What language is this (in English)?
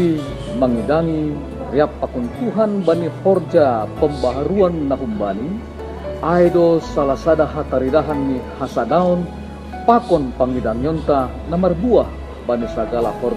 Batak Simalungun